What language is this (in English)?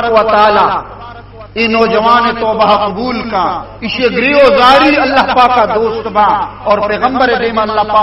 Baluchi